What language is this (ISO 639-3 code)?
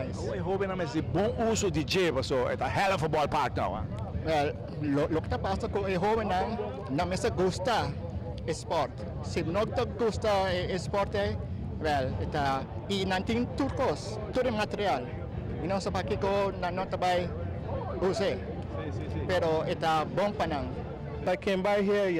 pap